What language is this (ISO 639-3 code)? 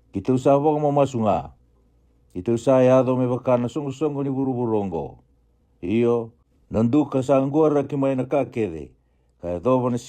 fij